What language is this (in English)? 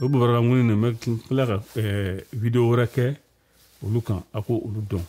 Bambara